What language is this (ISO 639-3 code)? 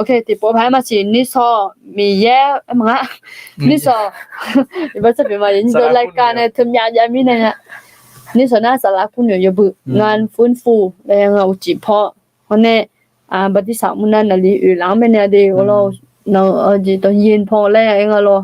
ahk